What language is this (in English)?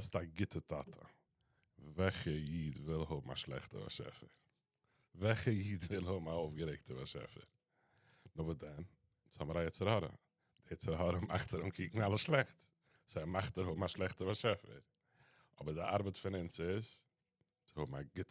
Yiddish